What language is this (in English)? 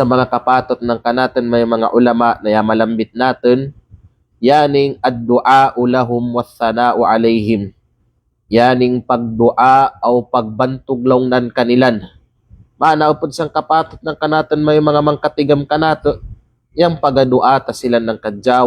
Kalagan